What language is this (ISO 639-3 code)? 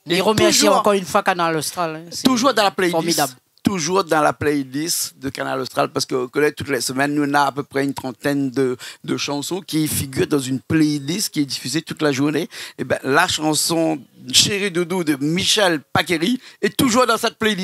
rcf